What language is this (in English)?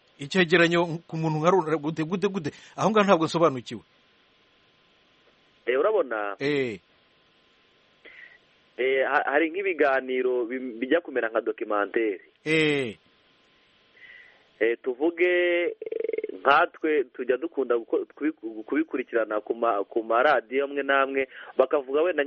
Kinyarwanda